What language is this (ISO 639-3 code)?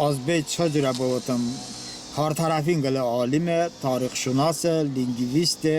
tly